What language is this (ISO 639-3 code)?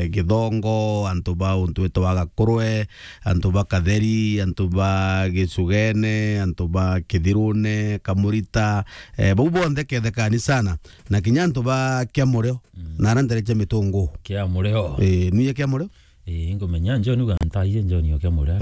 mer